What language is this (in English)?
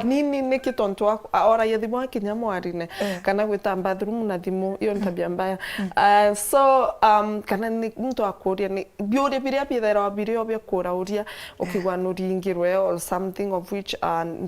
Meru